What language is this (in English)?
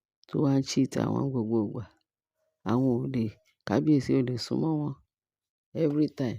Yoruba